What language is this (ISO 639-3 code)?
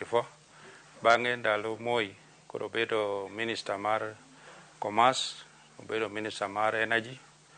luo